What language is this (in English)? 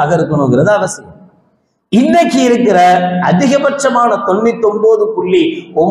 Tamil